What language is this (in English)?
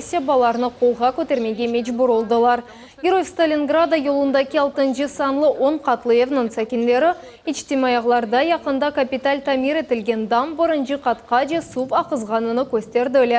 Crimean Tatar